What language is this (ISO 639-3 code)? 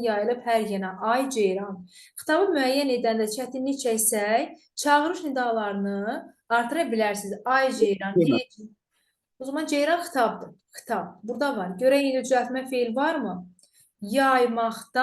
aze